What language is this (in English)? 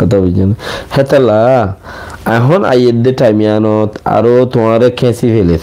Rohingya